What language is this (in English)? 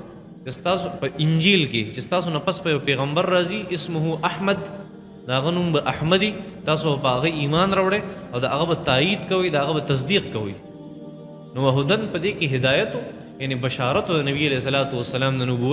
Pashto